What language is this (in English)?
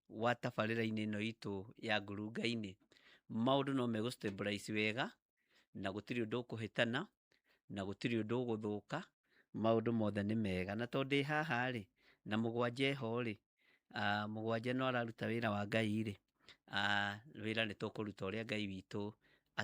Kikuyu